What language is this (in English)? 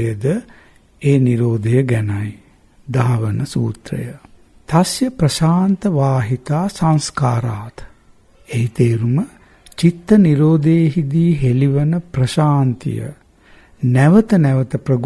Sinhala